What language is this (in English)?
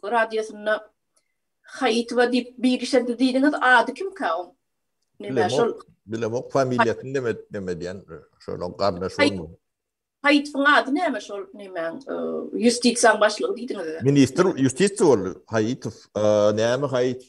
Turkmen